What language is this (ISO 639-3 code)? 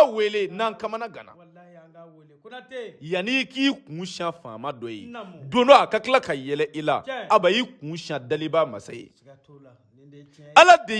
bam